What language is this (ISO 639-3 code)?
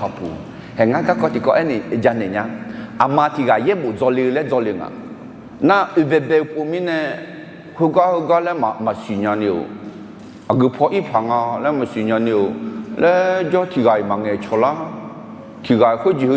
ahk